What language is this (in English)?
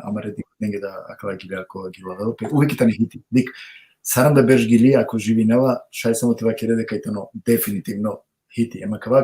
Balkan Romani